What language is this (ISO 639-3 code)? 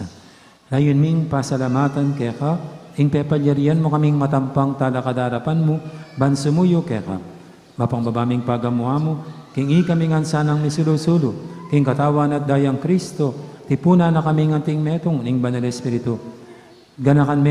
pam